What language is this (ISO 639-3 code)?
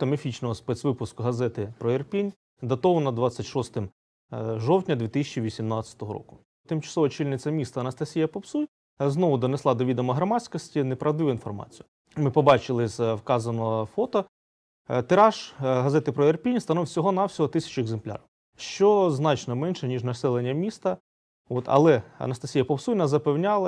ukr